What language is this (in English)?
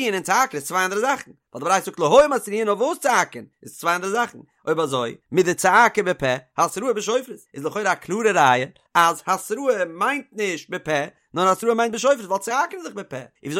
Yiddish